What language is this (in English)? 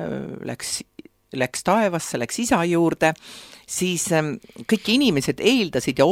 Estonian